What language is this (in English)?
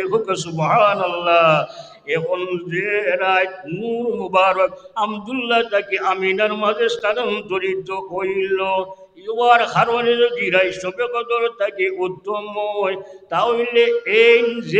Sylheti